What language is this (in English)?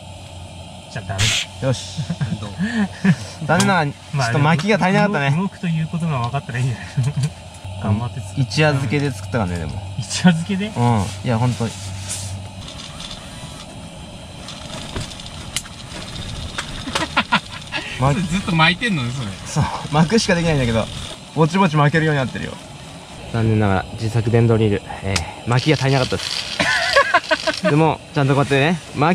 Japanese